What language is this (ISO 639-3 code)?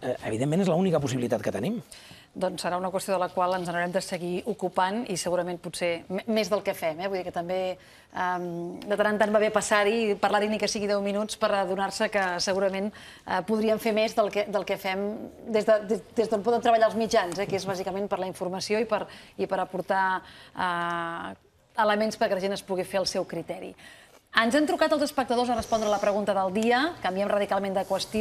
cat